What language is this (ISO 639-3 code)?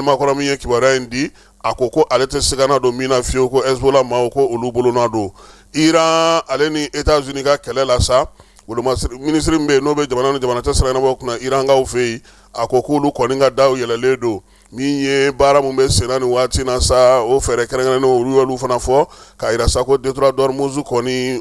bam